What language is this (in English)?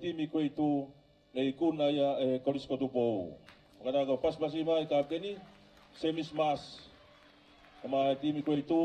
Tongan